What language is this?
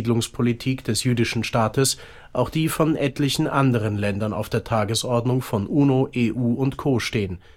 German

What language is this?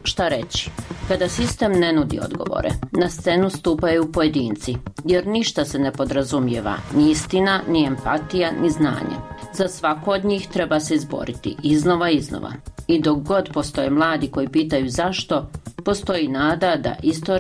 Bosnian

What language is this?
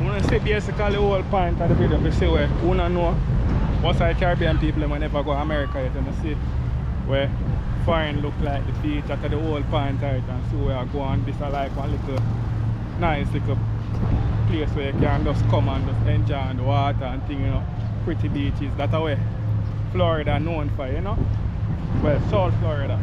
Jamaican Creole English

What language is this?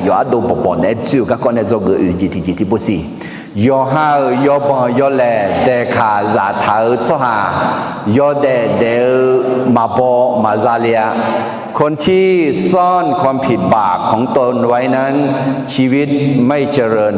Akha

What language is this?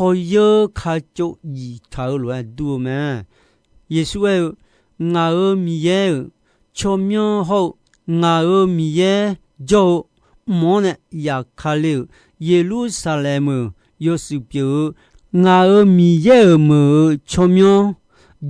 Akha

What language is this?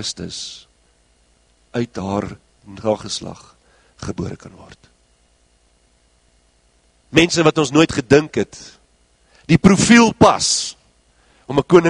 Afrikaans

